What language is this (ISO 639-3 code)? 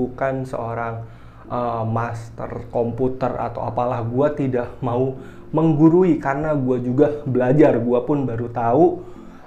ind